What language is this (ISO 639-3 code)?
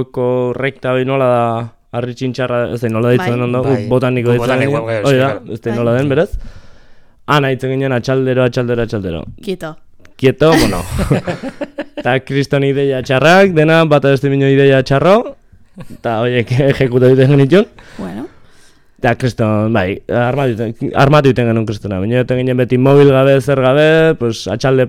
eus